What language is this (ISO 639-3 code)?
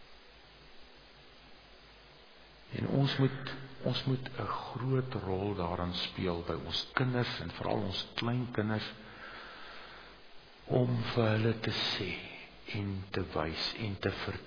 afr